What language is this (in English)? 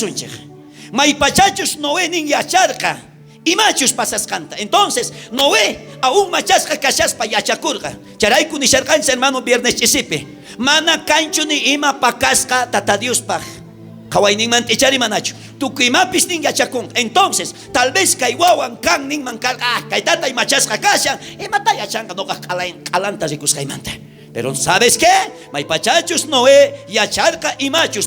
South Bolivian Quechua